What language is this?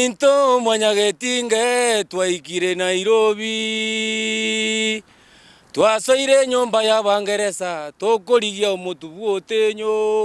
Gusii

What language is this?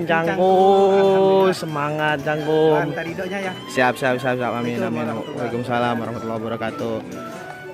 Betawi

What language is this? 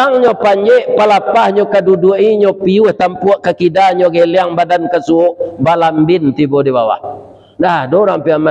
Minangkabau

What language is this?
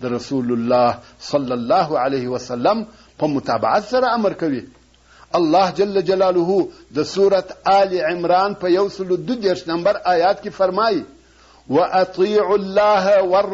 Pashto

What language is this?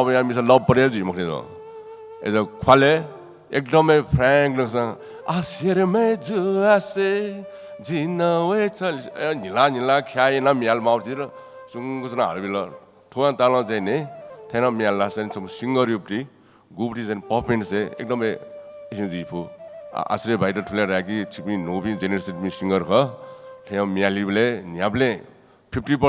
Newari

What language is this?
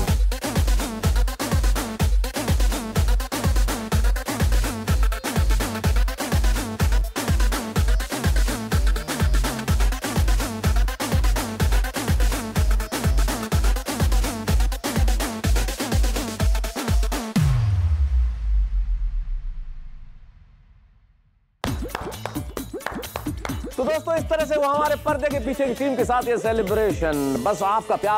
Hindi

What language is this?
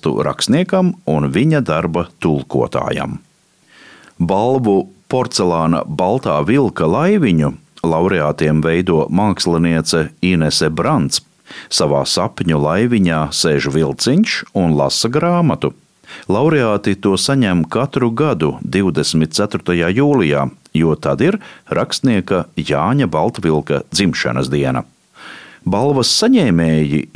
Latvian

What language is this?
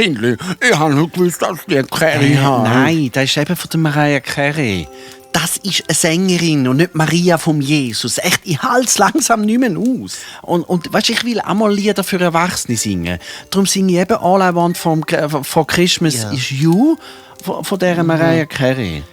Swiss German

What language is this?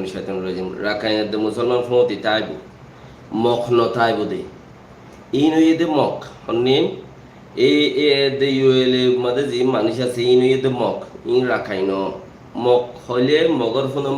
Rohingya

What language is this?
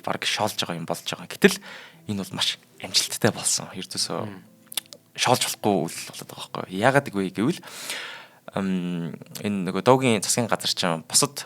Mongolian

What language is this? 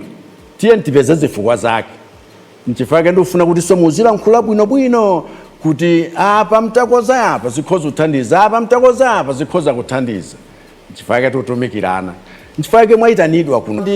Nyanja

